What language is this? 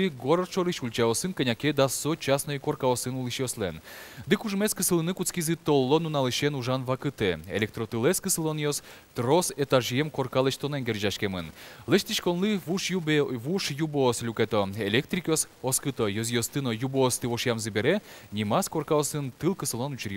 Udmurt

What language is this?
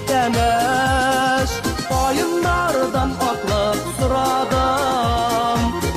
Bashkir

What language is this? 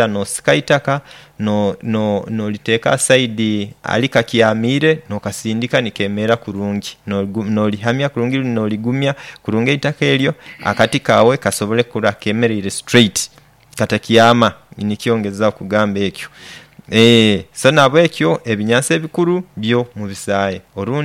Nyoro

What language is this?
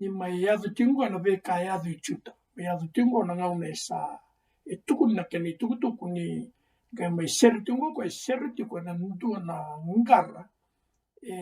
Fijian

